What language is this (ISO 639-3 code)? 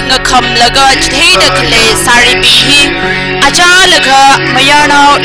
nmf